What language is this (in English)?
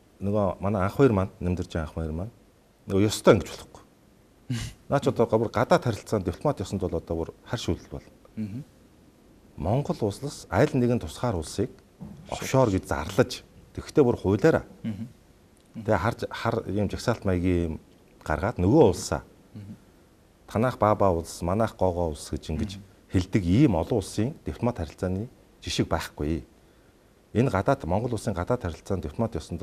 Mongolian